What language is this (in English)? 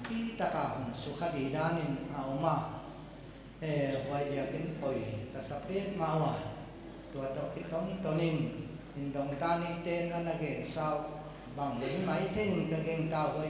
Paite Chin